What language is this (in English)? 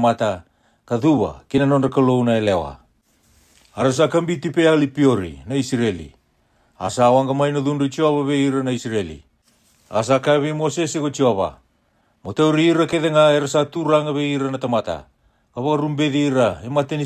Fijian